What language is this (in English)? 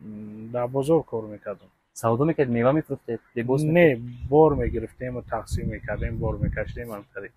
Tajik